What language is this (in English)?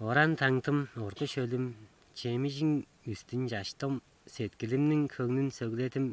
Tuvinian